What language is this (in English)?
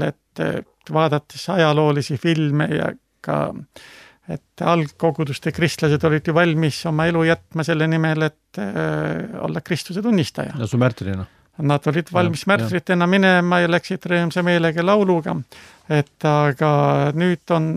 Estonian